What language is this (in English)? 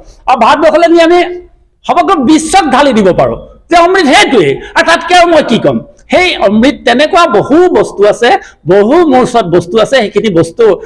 Assamese